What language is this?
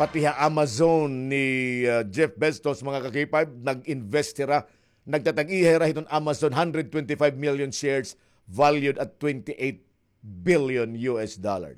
Waray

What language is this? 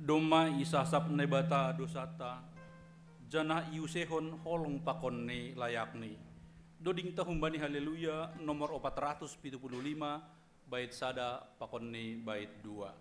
Batak Simalungun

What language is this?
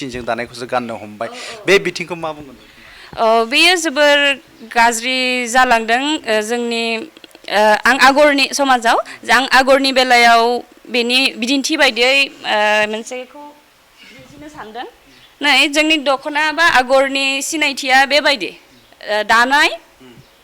Bodo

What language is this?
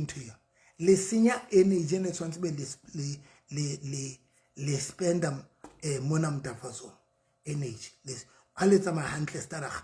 Southern Sotho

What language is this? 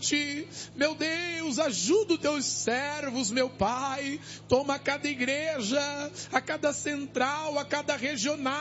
Portuguese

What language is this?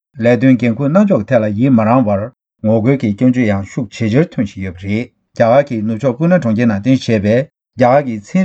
Tibetan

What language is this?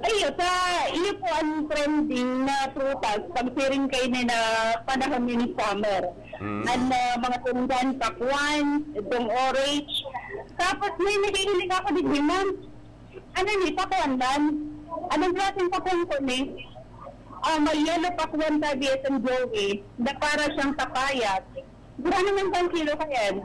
Bikol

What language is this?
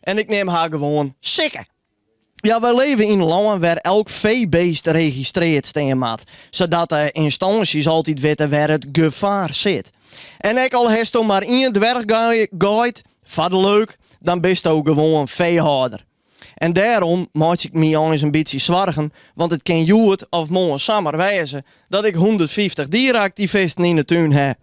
Western Frisian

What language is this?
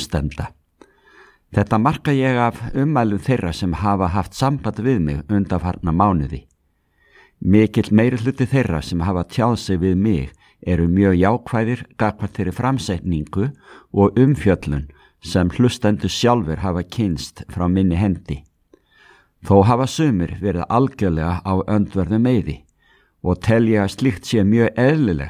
Icelandic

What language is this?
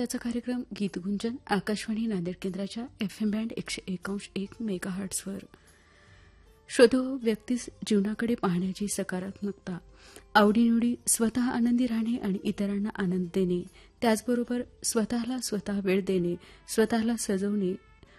Marathi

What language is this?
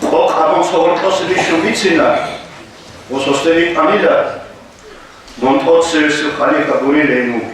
Avaric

